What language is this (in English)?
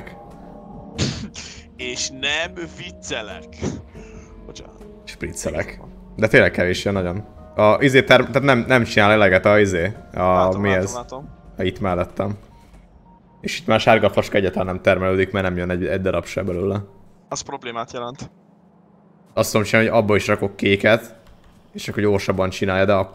Hungarian